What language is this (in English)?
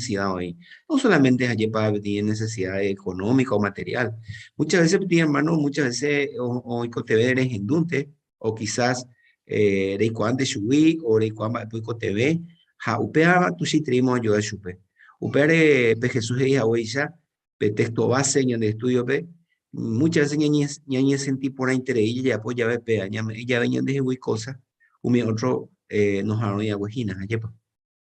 Guarani